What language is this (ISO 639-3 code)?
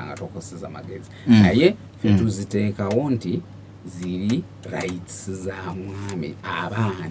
lug